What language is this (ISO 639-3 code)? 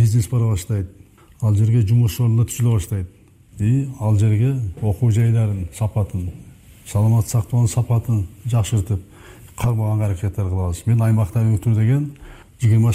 kir